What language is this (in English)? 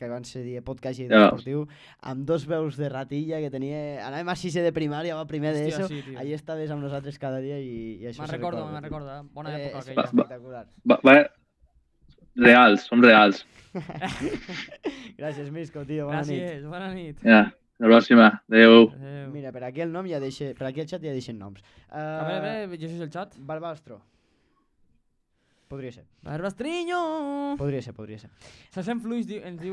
Catalan